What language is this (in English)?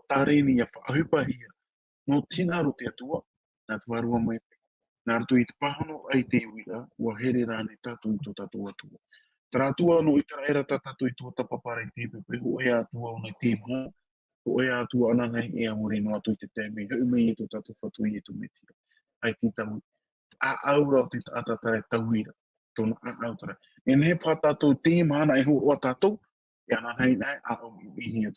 Tahitian